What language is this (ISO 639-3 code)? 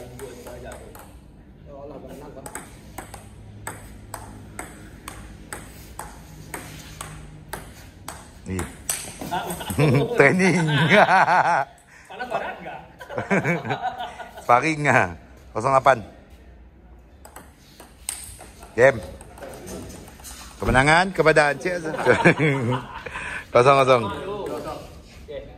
msa